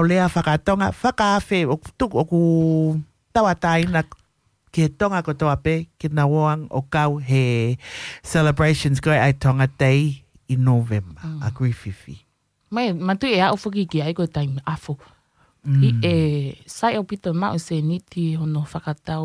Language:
Tongan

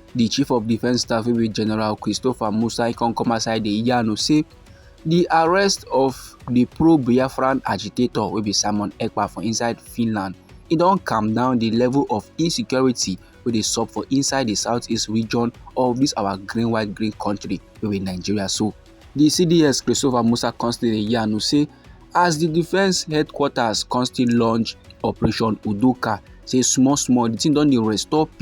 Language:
Nigerian Pidgin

